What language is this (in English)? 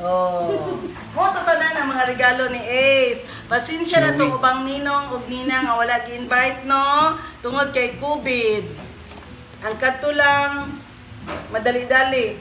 Cebuano